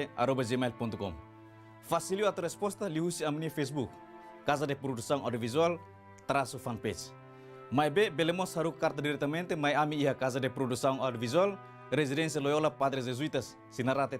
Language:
Tetum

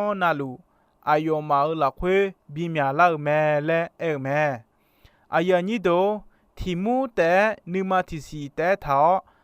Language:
Akha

